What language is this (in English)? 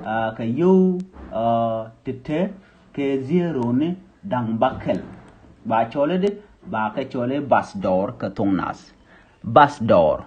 Nuer